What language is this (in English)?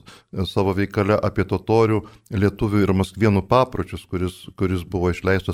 Lithuanian